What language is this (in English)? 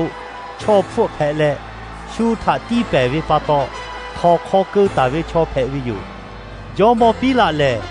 Lahu